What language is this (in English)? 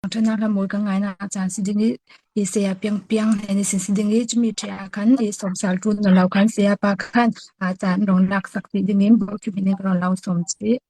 Falam Chin